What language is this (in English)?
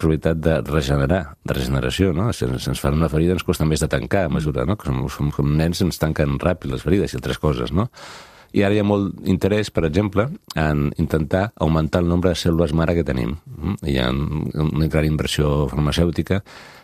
Catalan